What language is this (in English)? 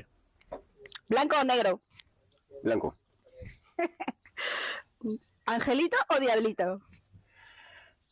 Spanish